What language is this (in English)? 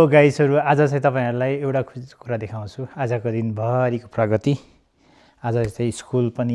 Nepali